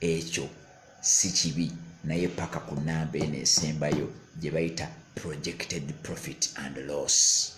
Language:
Ganda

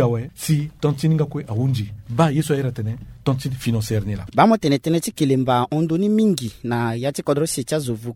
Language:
Sango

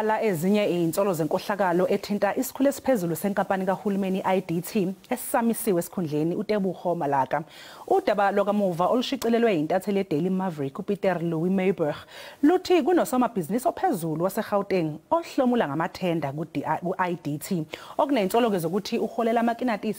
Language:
Zulu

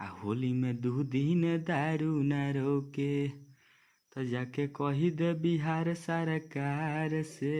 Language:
Bhojpuri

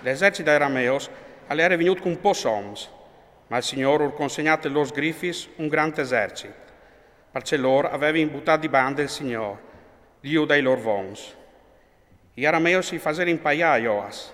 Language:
Friulian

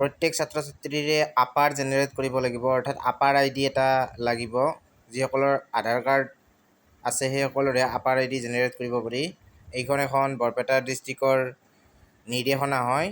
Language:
Assamese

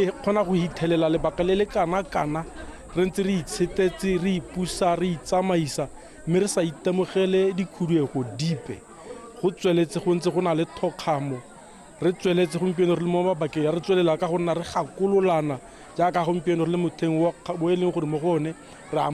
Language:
Tswana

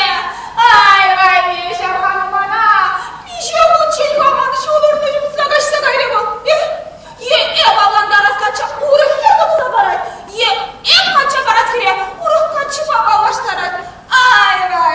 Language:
Chuvash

